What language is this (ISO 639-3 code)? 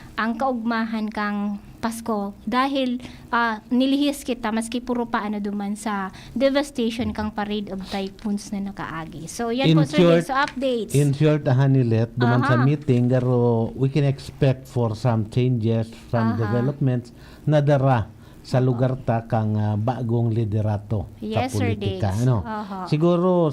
bik